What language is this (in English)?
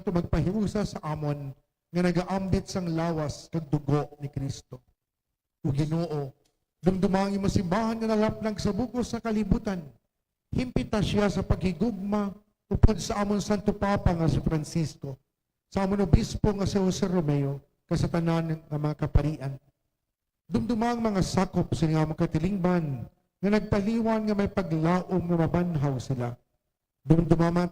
Hiligaynon